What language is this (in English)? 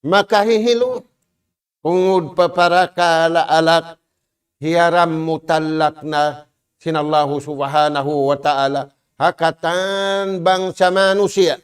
Tausug